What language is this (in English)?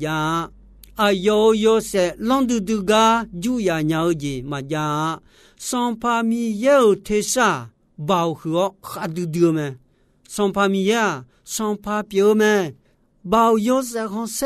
Akha